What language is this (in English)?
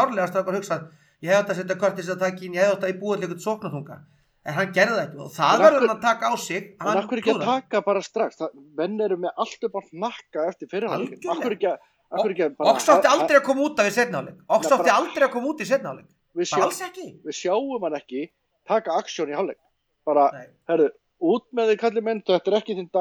Icelandic